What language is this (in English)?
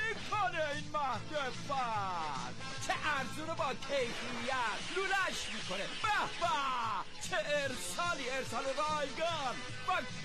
Persian